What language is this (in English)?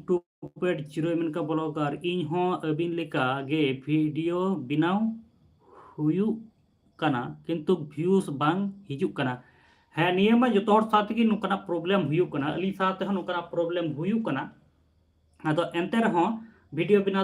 Santali